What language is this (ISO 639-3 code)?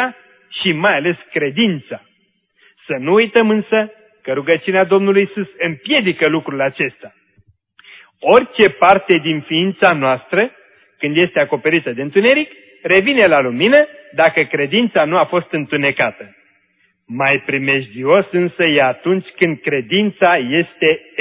ron